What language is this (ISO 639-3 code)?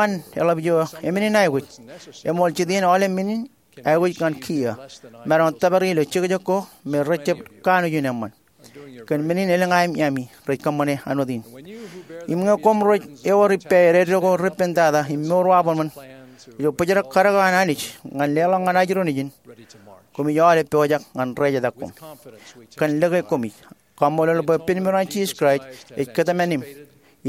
mah